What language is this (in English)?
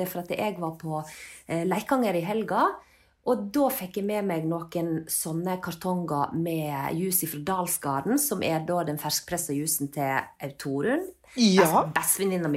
Norwegian